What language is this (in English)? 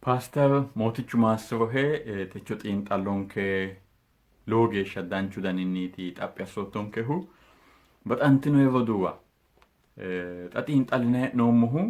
Sidamo